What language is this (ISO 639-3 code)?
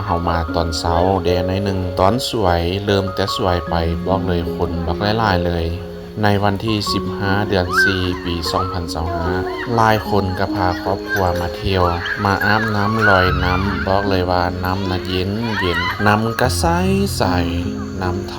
lao